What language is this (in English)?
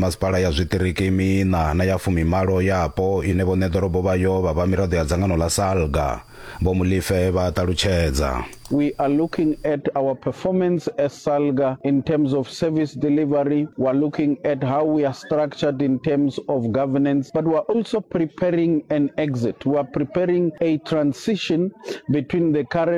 Venda